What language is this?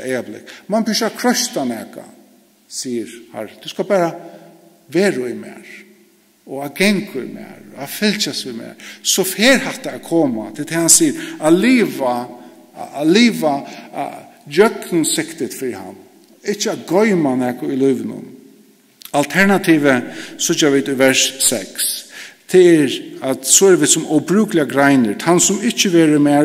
Faroese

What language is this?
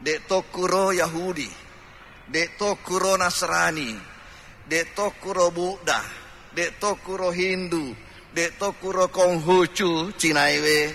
Buginese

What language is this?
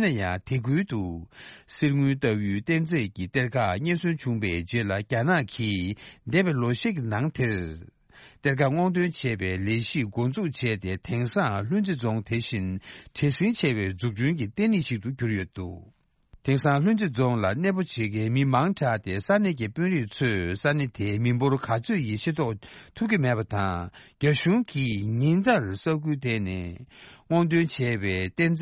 Tibetan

